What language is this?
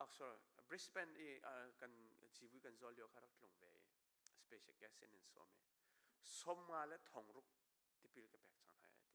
Hakha Chin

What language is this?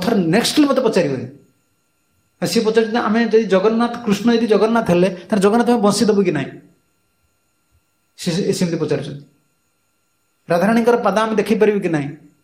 Odia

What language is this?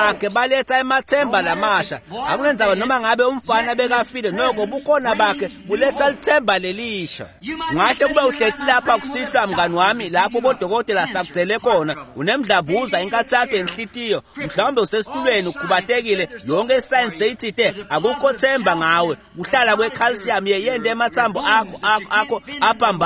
Swati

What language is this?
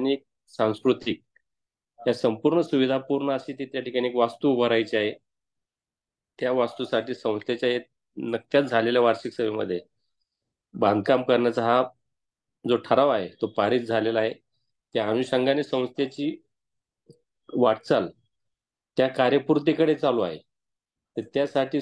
Marathi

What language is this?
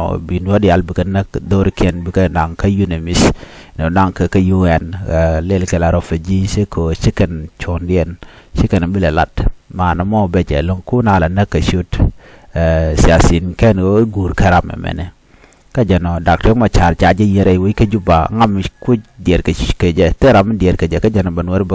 Nuer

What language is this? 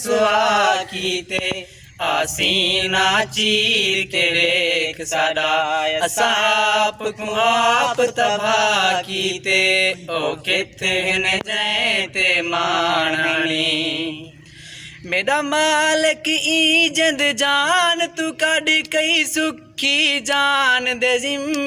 Saraiki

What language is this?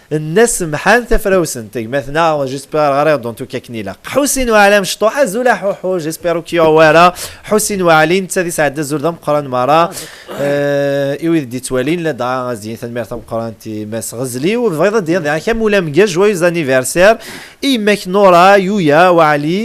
Kabyle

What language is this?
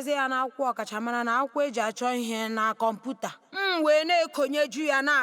Igbo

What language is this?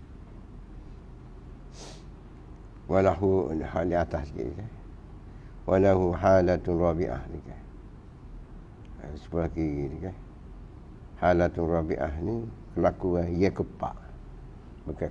Malay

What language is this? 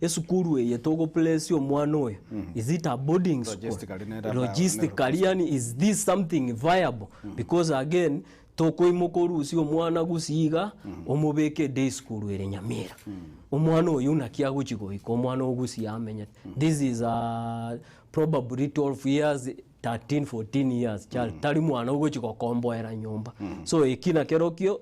Gusii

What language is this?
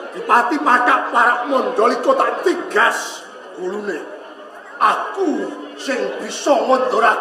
Javanese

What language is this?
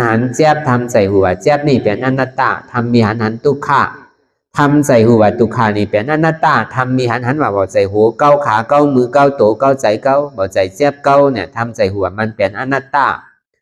Shan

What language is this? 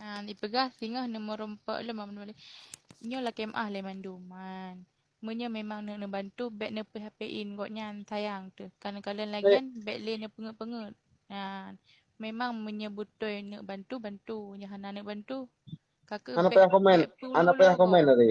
Achinese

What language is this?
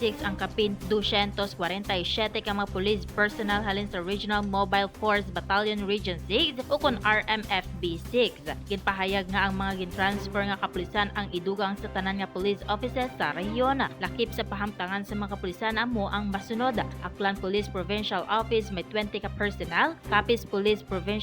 Hiligaynon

